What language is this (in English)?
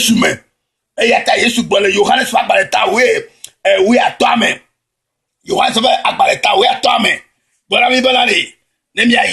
Ewe